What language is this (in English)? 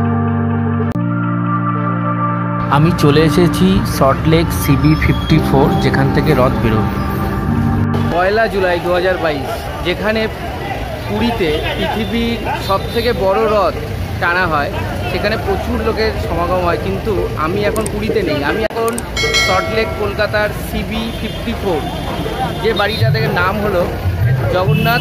Bangla